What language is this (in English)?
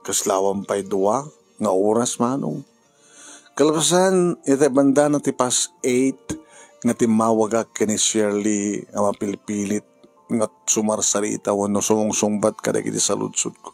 Iloko